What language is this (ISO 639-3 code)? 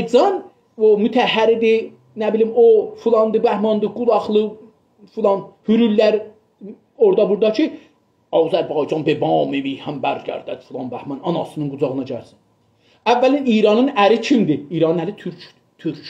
azb